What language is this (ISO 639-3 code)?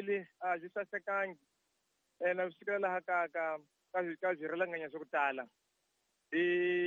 tso